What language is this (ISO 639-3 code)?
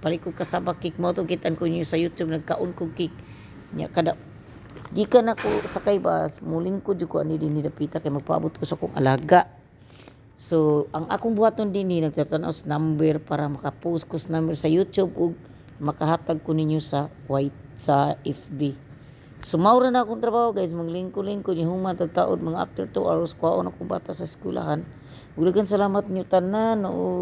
ceb